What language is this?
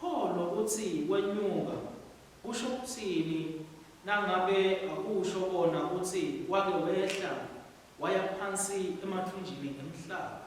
Swati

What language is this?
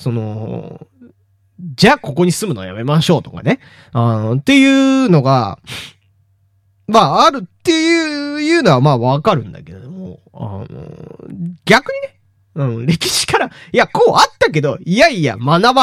Japanese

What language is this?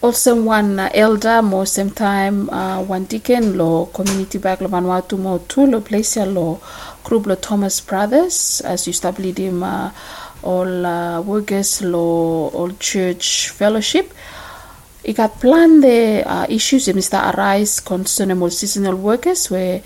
Bislama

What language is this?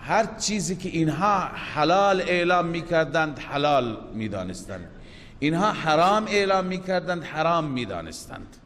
Persian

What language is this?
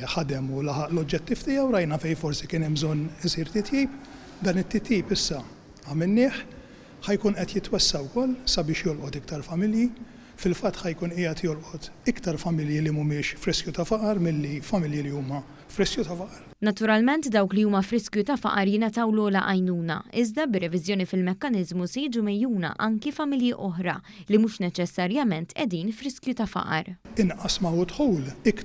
Maltese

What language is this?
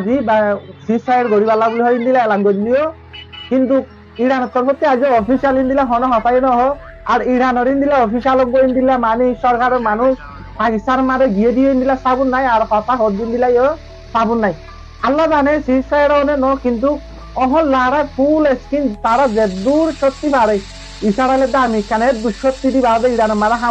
Rohingya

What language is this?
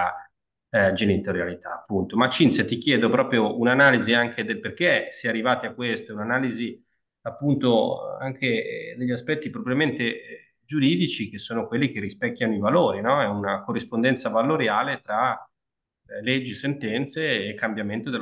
Italian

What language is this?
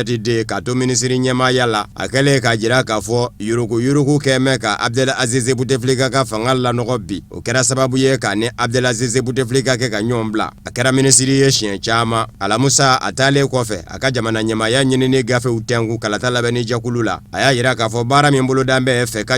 Bambara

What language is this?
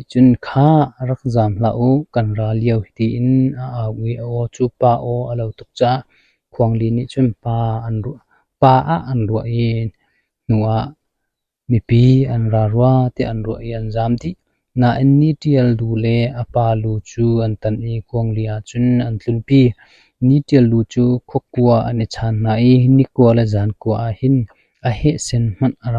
Hakha Chin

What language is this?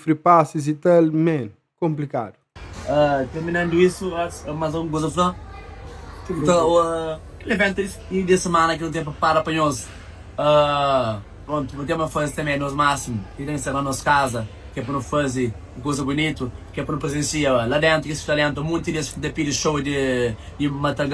Kabuverdianu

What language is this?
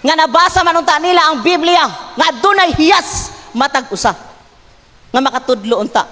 Cebuano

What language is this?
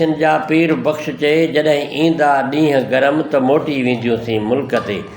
Sindhi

